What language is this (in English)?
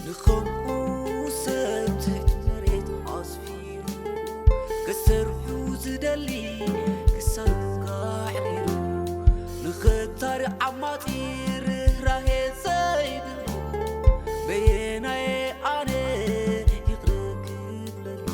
Tigrinya